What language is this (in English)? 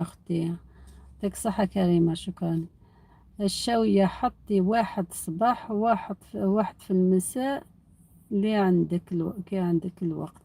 Algerian Arabic